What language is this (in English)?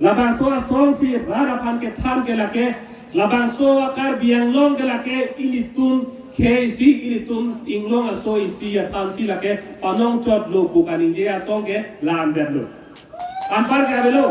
Karbi